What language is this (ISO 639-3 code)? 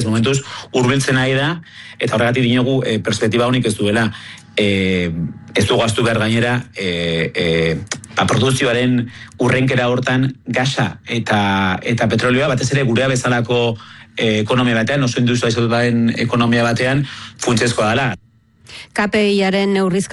eus